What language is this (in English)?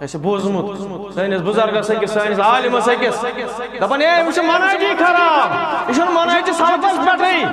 Kashmiri